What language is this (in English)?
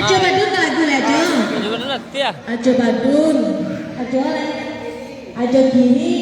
Minangkabau